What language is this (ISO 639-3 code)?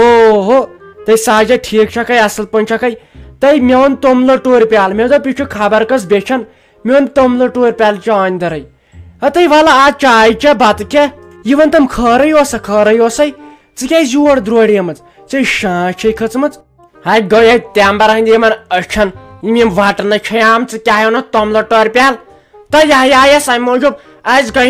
kas